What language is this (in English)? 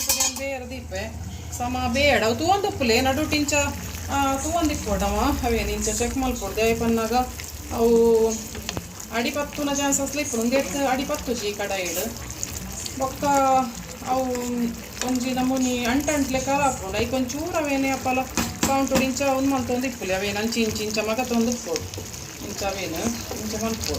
Tulu